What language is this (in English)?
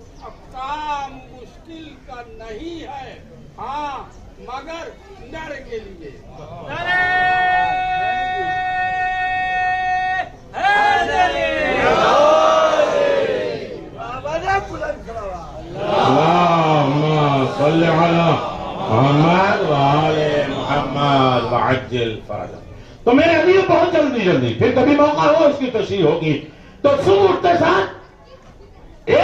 Urdu